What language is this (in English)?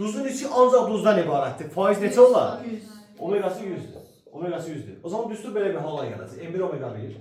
Azerbaijani